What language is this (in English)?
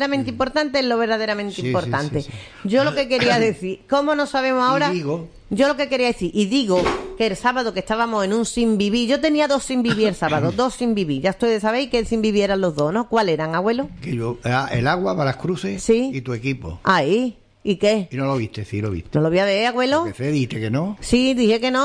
Spanish